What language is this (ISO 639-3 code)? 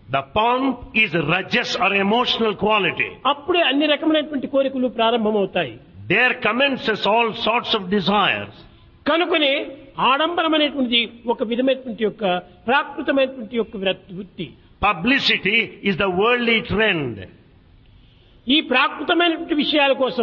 tel